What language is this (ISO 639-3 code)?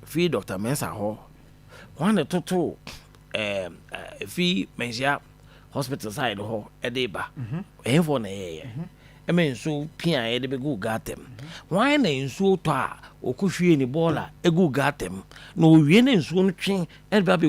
aka